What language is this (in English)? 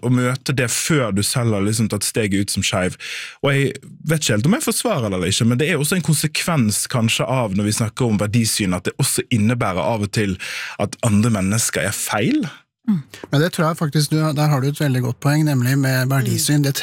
Norwegian